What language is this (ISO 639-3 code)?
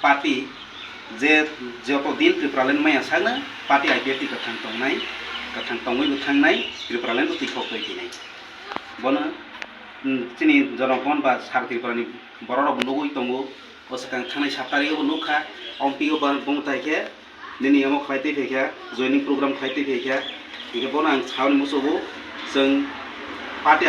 trp